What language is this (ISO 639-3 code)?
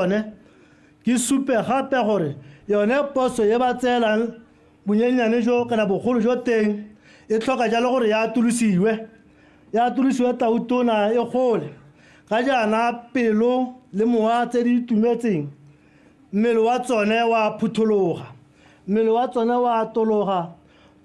tsn